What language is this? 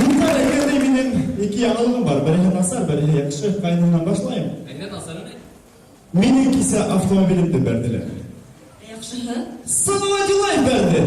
Bashkir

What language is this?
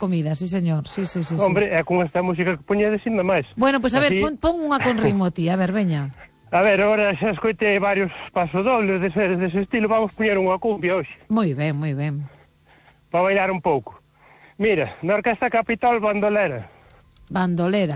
Galician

